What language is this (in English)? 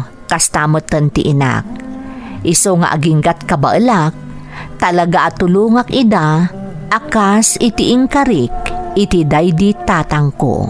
Iloko